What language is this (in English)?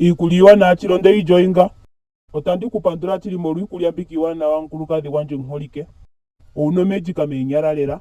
Ndonga